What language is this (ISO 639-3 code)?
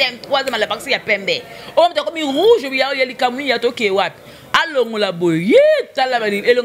lin